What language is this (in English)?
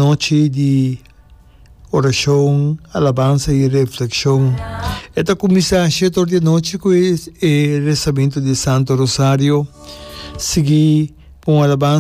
Papiamento